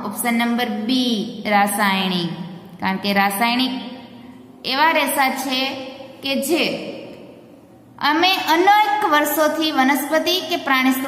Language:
Gujarati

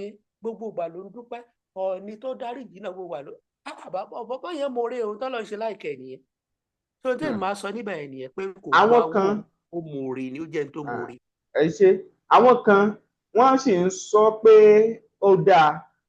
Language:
Yoruba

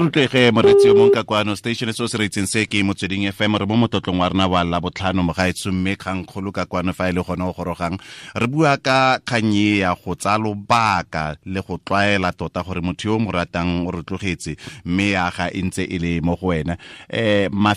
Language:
Tswana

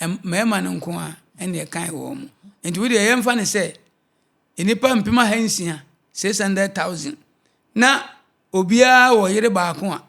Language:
Akan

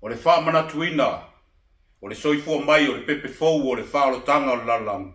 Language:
Samoan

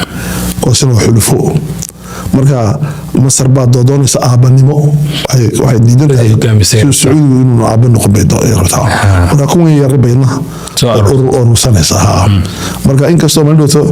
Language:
Somali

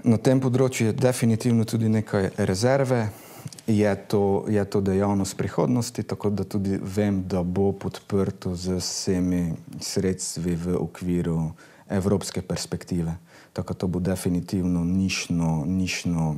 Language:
Slovenian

